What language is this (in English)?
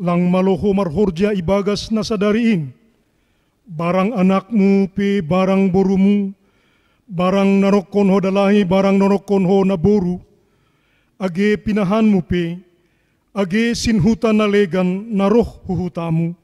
Batak Simalungun